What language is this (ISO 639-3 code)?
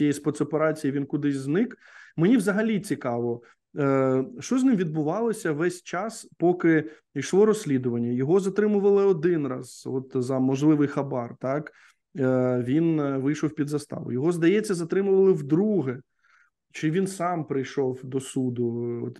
ukr